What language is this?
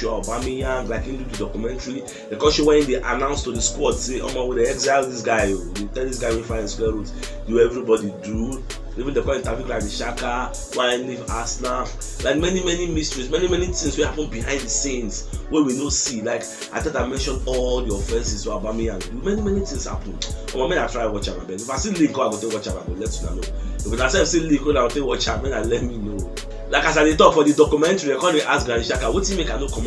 Nigerian Pidgin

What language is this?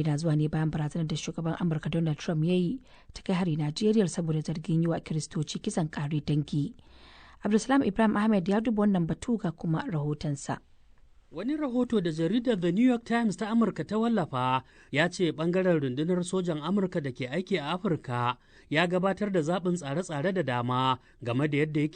Hausa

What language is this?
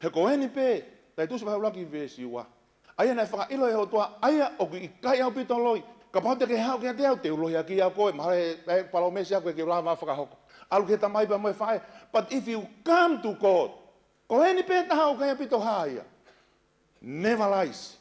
Tongan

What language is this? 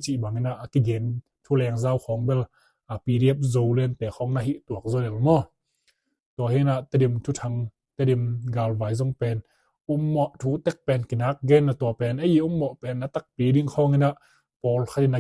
Tedim Chin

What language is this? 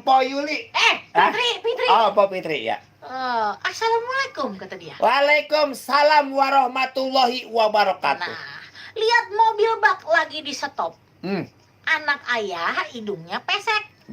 Betawi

